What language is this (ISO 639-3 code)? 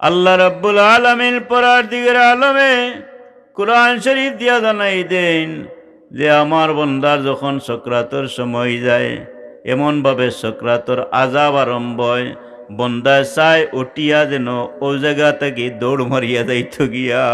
syl